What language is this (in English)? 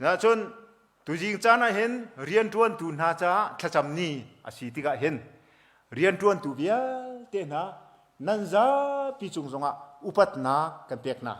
Hakha Chin